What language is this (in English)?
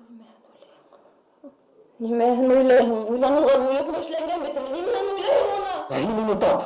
Bashkir